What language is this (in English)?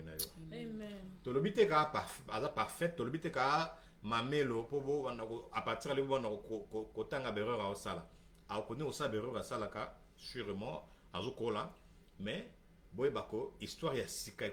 Lingala